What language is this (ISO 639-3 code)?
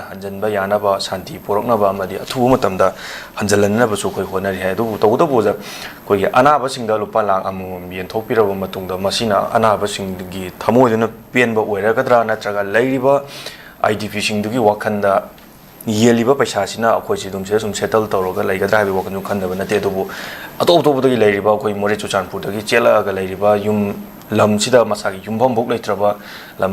mni